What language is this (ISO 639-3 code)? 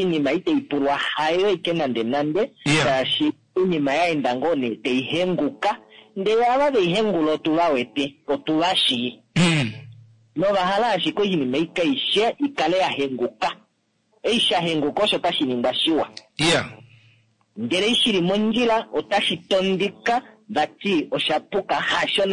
kua